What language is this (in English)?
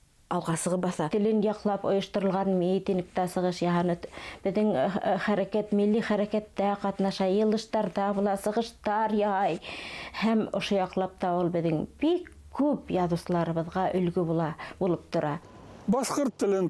Bashkir